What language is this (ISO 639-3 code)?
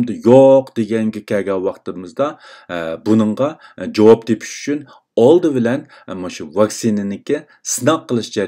uig